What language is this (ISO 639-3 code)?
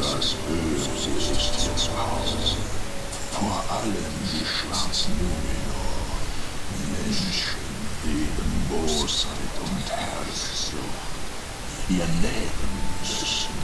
gsw